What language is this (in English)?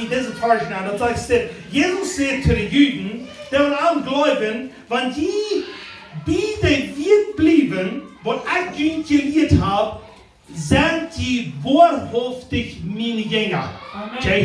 Plautdietsch